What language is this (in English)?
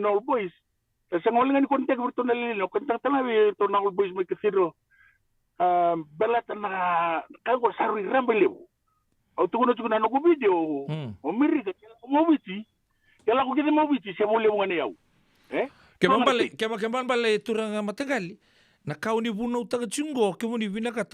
Fijian